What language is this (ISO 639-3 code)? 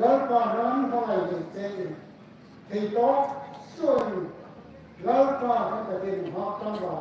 hmr